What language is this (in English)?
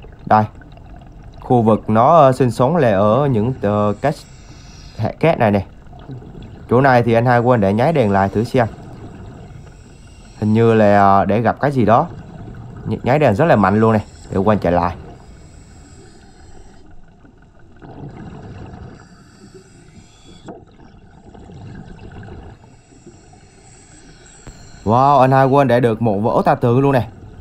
Vietnamese